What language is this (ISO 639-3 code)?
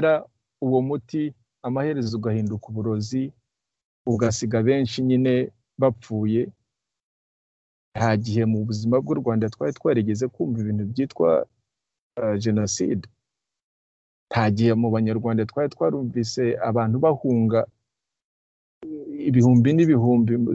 kin